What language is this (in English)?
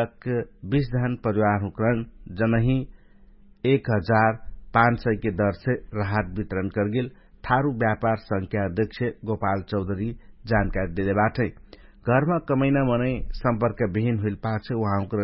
Dangaura Tharu